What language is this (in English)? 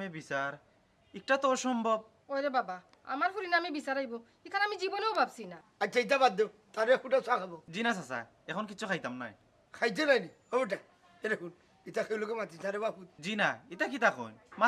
Sylheti